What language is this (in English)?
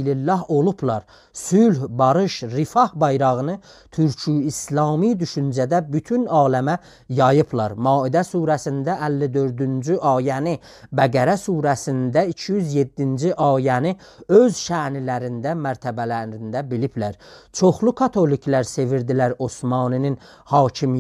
South Azerbaijani